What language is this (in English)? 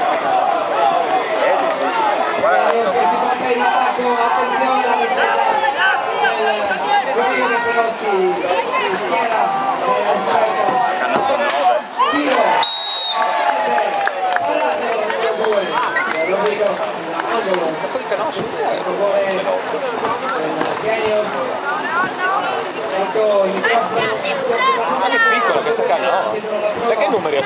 Italian